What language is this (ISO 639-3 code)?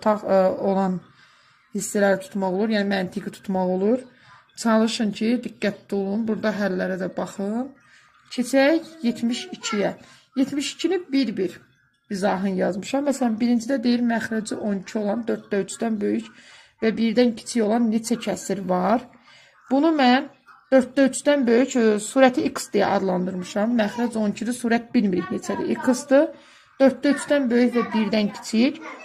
aze